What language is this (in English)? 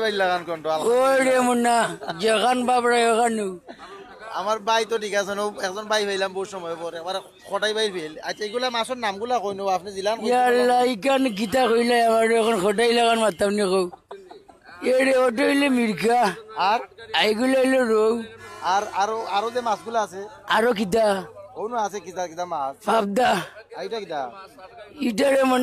Sylheti